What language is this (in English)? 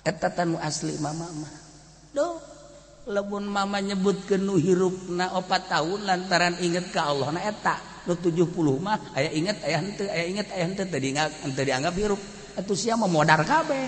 Sundanese